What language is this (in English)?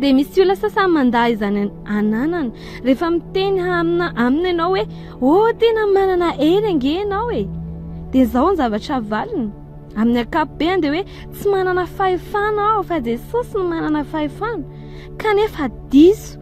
Malagasy